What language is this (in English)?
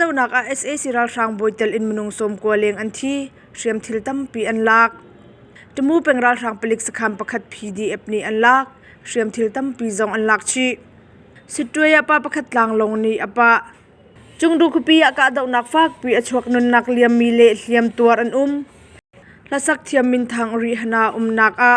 Hakha Chin